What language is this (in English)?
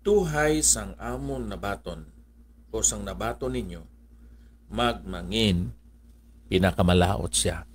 Hiligaynon